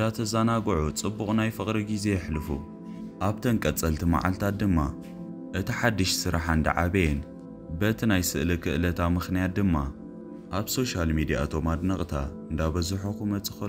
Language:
Tigrinya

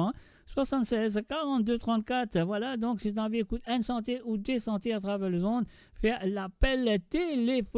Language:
Morisyen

